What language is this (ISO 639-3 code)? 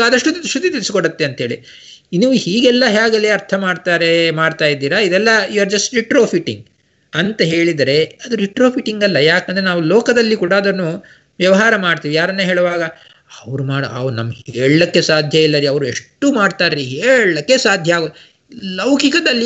kan